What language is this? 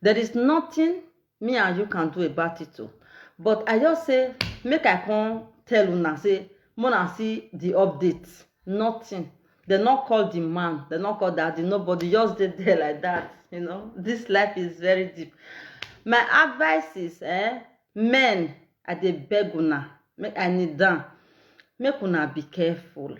Nigerian Pidgin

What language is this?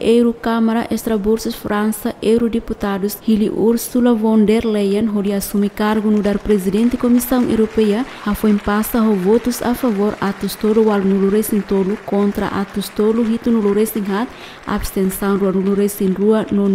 Tetum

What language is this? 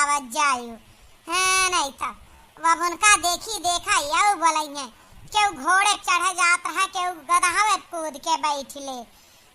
Awadhi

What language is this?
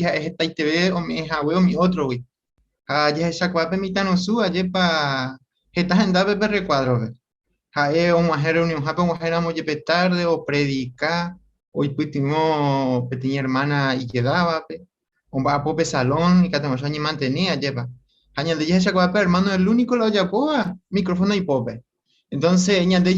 Guarani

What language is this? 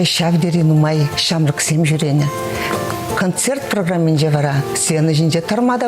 Chuvash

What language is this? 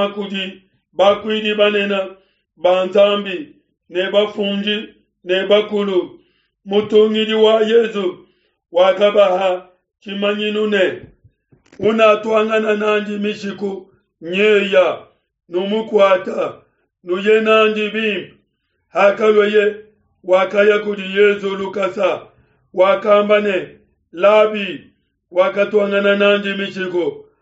Luba-Lulua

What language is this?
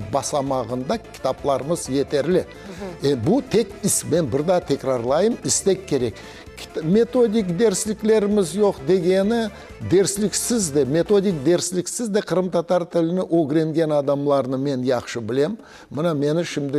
Crimean Tatar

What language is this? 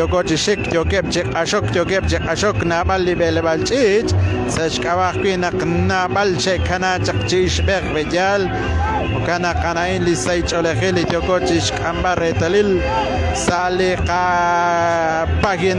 Kekchí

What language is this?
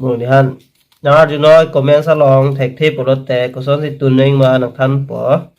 Karbi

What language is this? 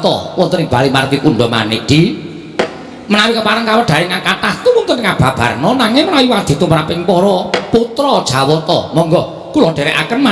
Javanese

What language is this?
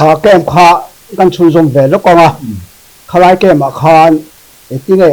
Mizo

